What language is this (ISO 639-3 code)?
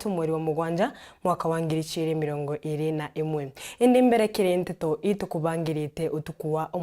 mer